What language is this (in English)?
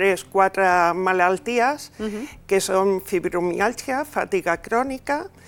Catalan